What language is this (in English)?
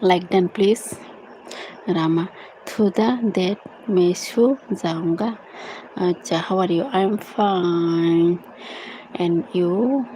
Kok Borok